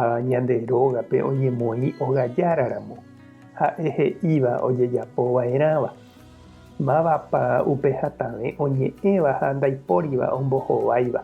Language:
Guarani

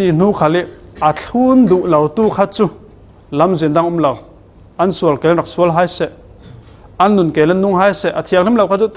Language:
Falam Chin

